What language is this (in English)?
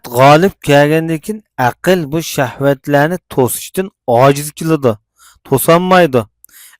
Uyghur